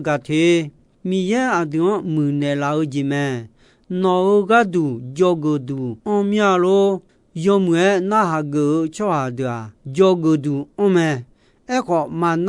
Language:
Akha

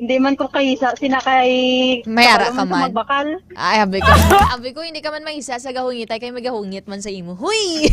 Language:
Hiligaynon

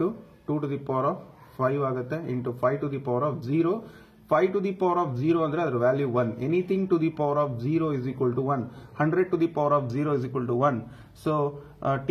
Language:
Kannada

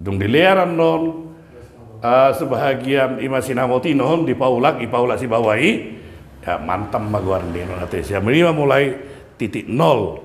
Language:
Batak Toba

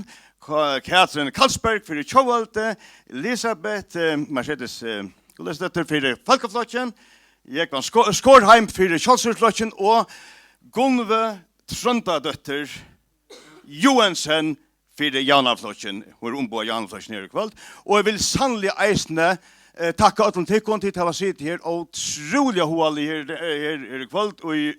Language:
Faroese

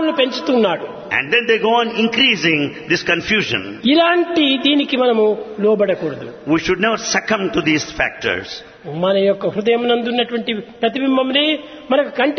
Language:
Telugu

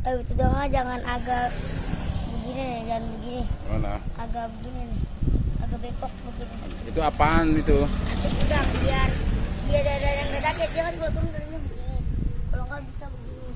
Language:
Betawi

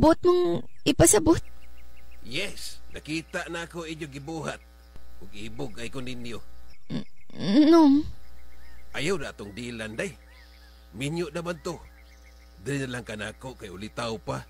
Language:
Cebuano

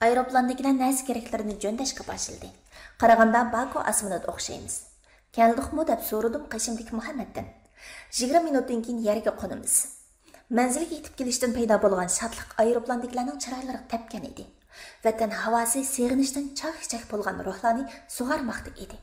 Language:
Uyghur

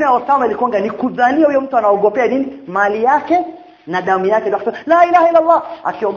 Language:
Swahili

